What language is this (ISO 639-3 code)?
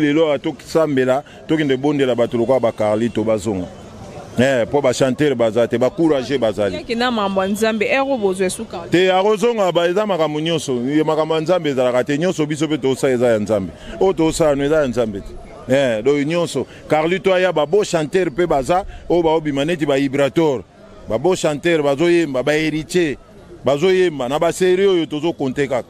lin